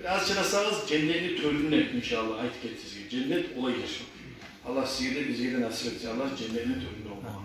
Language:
Kumyk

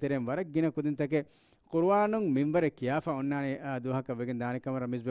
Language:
Divehi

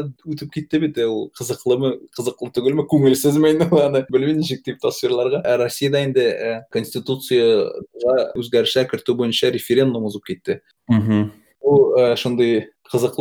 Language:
Tatar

